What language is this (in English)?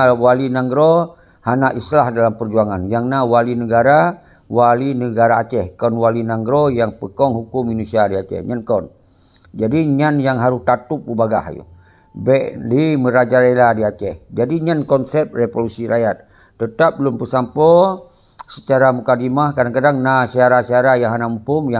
Achinese